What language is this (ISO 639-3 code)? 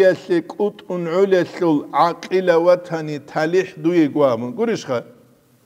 ava